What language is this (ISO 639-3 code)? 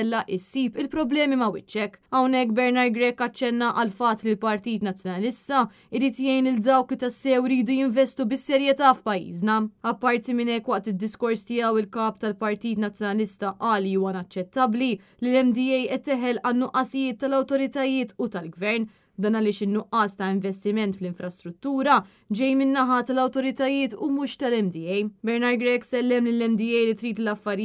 mlt